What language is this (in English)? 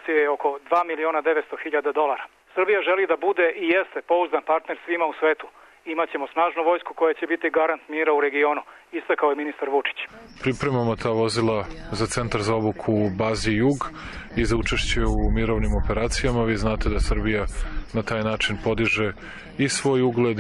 Serbian